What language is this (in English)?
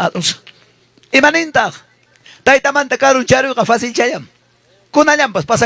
Ayacucho Quechua